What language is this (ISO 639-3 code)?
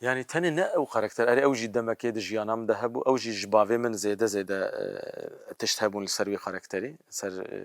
kur